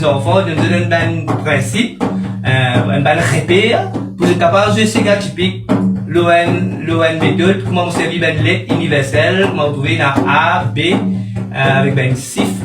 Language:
Morisyen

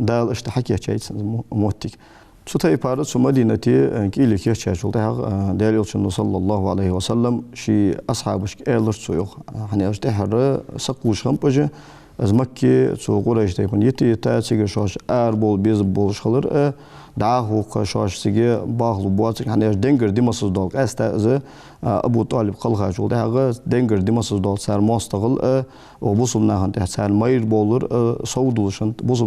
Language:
Ingush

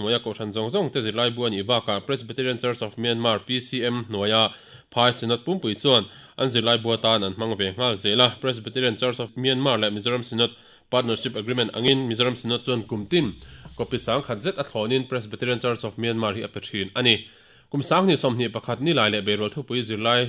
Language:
Mizo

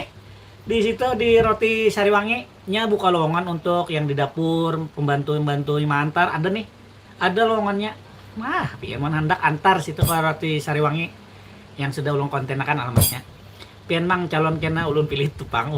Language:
Banjar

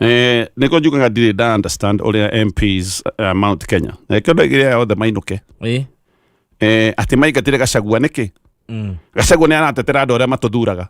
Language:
Kikuyu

